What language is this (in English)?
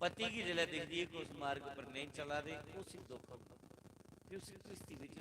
Dogri